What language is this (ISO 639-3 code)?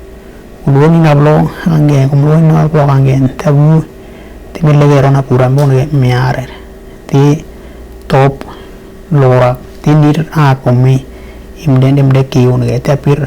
dnw